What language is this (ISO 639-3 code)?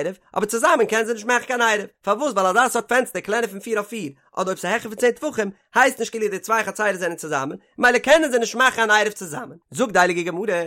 yid